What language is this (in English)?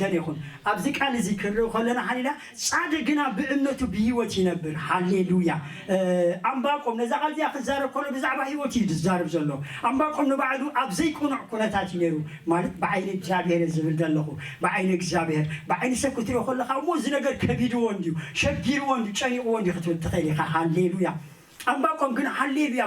Tigrinya